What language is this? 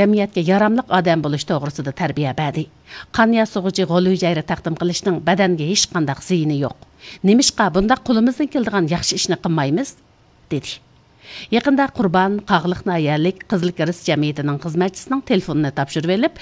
Uyghur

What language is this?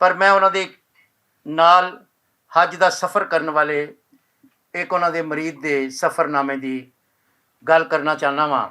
Western Panjabi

